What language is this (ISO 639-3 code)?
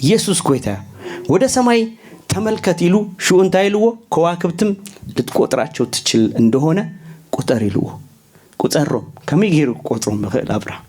tir